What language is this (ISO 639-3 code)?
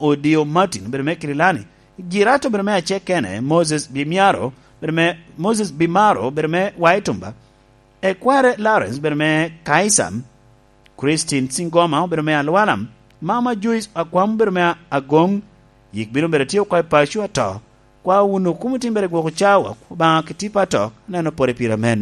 laj